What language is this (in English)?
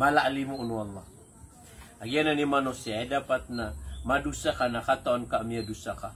Maranao